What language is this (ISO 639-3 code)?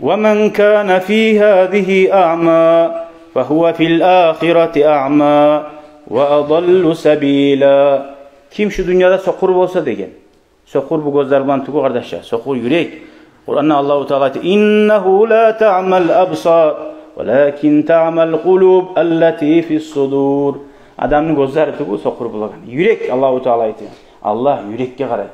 kum